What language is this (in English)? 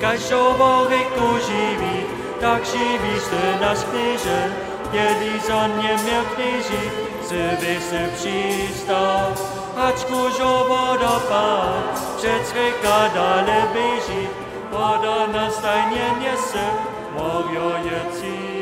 Upper Sorbian